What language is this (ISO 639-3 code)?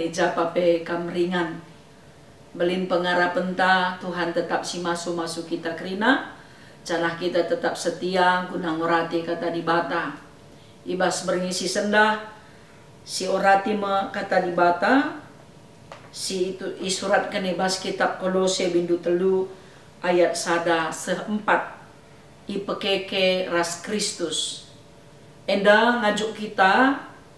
btx